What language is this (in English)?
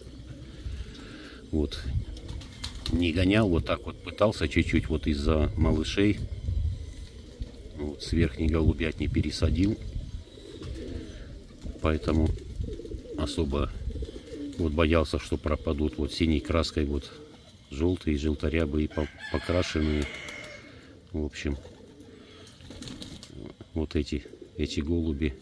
Russian